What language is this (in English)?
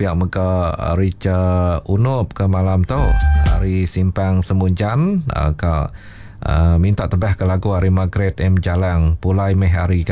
Iban